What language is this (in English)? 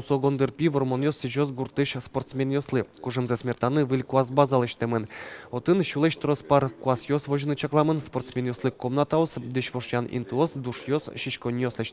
Udmurt